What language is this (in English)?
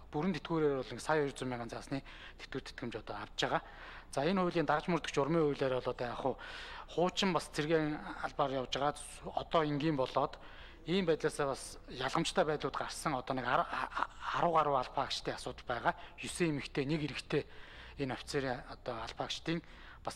Mongolian